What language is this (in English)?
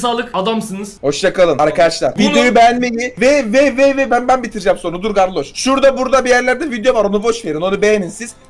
Turkish